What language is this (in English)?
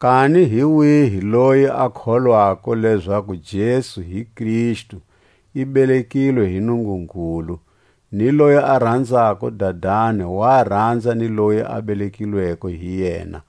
Tswa